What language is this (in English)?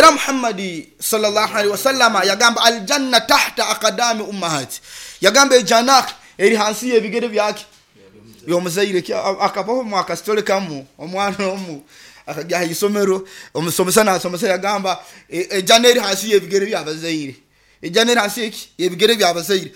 Nyoro